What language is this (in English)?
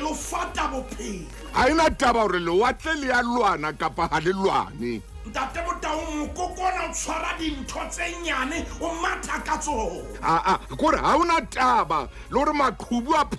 Southern Sotho